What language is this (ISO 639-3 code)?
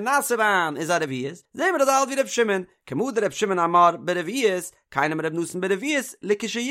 yid